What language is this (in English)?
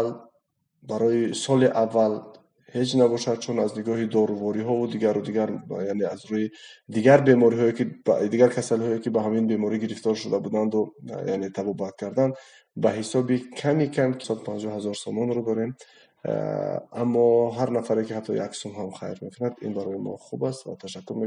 Tajik